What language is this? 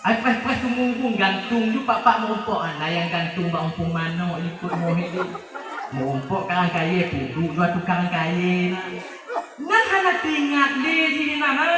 Achinese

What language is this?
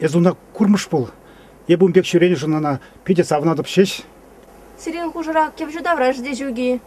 Chuvash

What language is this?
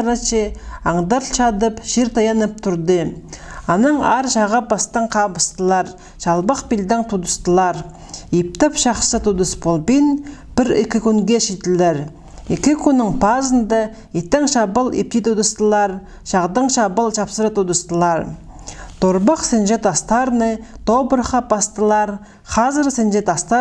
Khakas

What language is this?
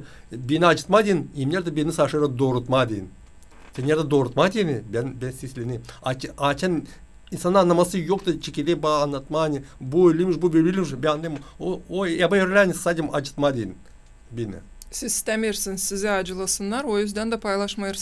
Gagauz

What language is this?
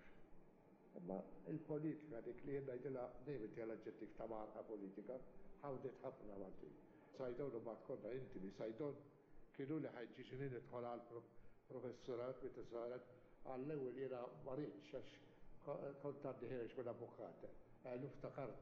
Maltese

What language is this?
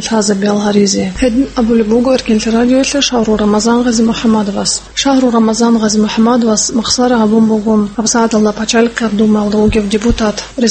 Avaric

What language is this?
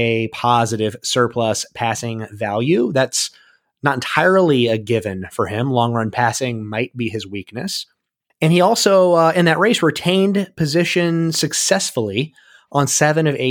English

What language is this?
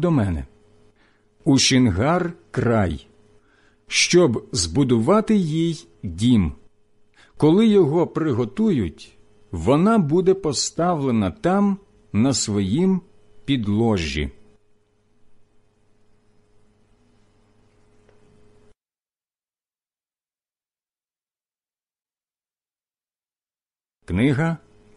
Ukrainian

